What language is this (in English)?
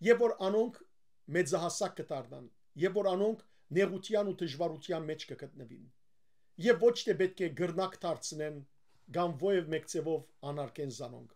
Western Armenian